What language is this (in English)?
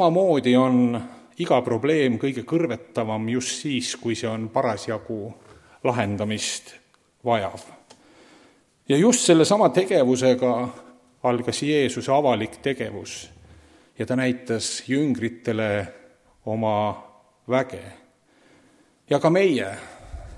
Estonian